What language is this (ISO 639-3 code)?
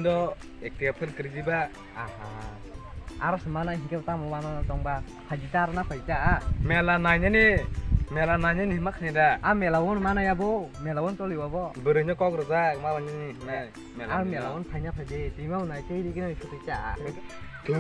trp